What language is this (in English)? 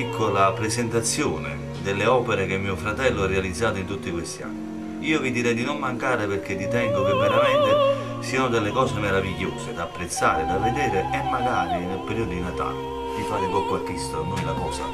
Italian